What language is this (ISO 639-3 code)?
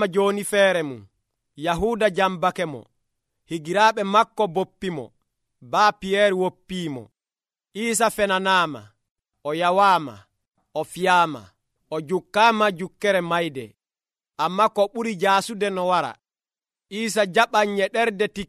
fuv